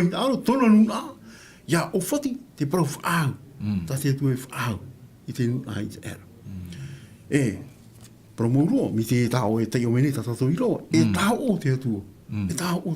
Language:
Tahitian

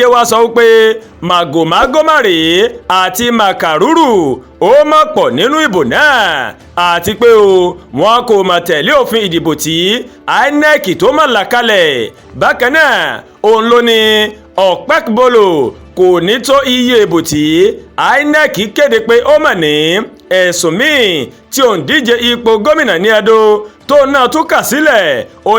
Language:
Yoruba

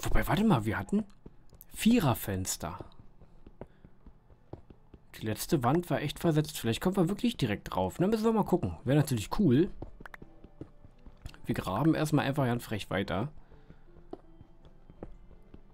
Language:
German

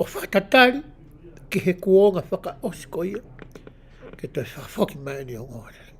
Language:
Tongan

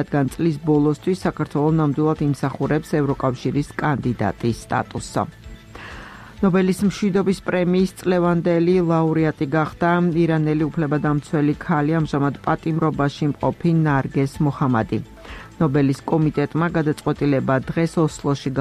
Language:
Georgian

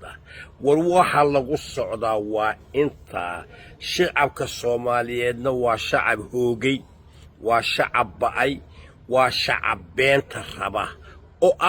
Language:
Somali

